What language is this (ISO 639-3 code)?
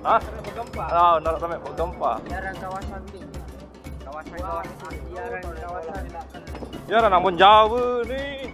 sas